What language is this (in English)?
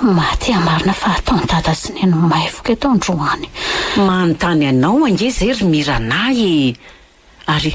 Malagasy